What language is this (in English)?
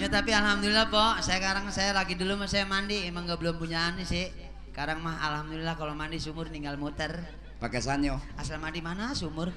Betawi